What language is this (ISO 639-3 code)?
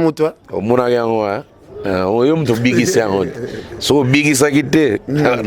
lin